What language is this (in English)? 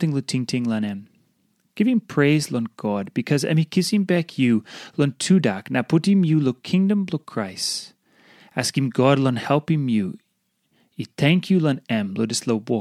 Tok Pisin